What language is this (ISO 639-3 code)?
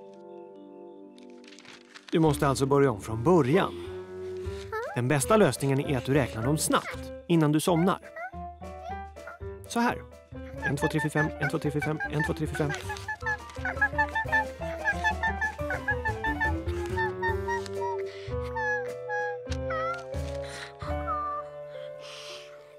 swe